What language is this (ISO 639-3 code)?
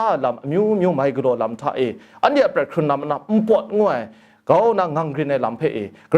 kac